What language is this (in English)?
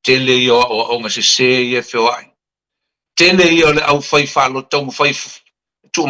Samoan